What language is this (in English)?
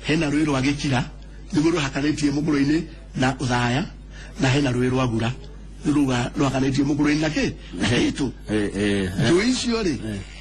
Kikuyu